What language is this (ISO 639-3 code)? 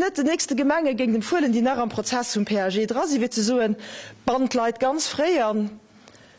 ltz